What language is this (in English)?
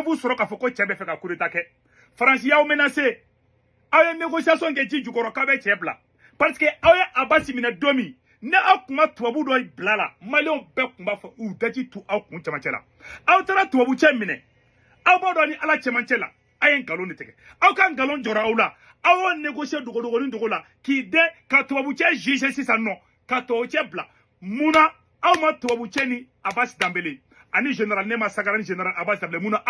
Bambara